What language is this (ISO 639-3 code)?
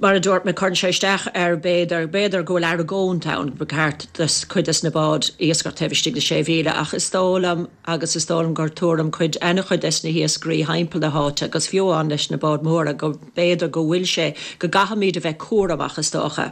gle